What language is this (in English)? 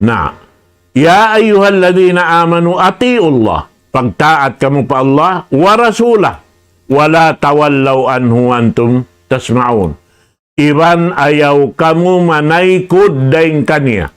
Tausug